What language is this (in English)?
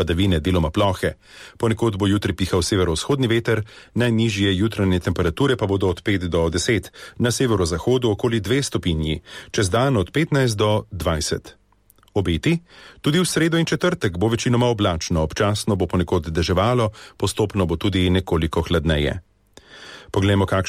Slovenian